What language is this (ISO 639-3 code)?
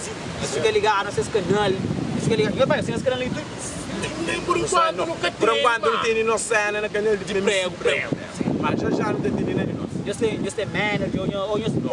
kea